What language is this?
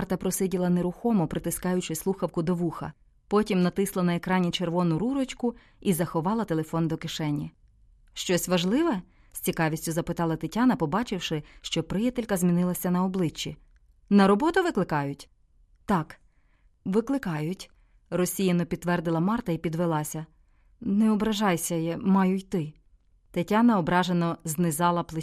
Ukrainian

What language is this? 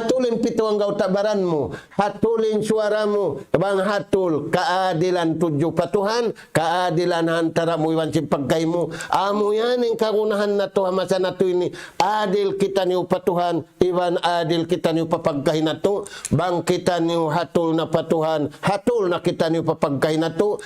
Tausug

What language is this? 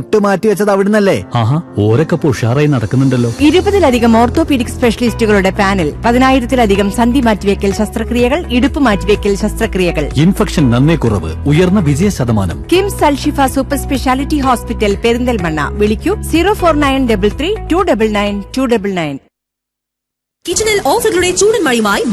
Malayalam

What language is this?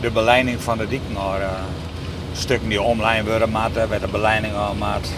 Western Frisian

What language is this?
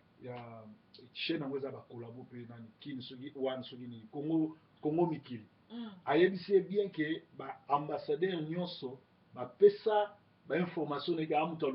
Lingala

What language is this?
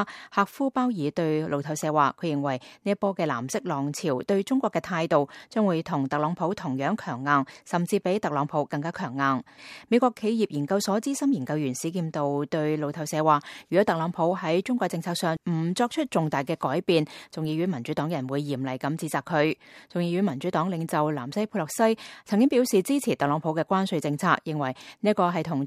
Cantonese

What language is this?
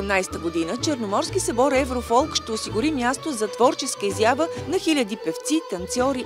Bulgarian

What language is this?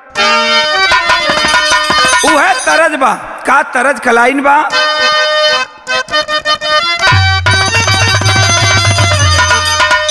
Bhojpuri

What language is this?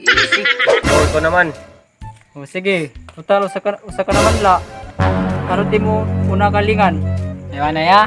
Waray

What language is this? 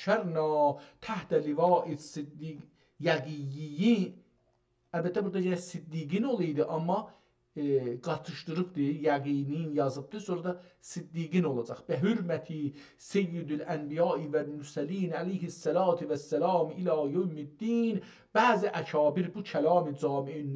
South Azerbaijani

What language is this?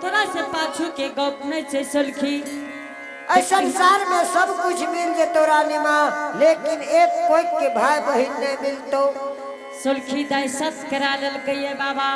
Angika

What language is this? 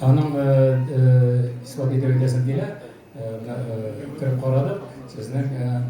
Tatar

